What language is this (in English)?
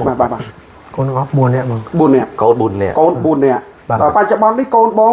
Khmer